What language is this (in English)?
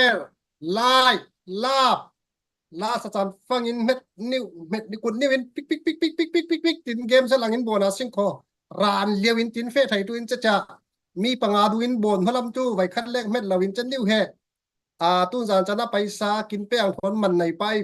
Falam Chin